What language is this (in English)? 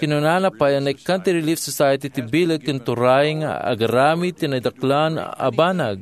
Iloko